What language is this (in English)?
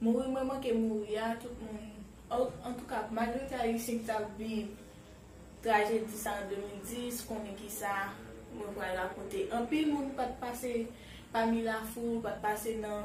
Haitian Creole